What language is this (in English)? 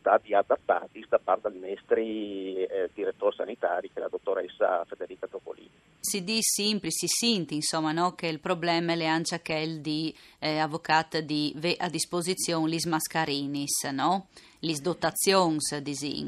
Friulian